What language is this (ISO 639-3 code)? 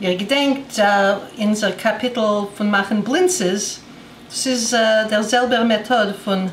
yid